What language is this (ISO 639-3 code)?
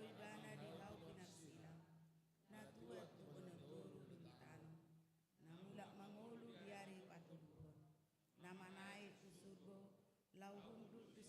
bbc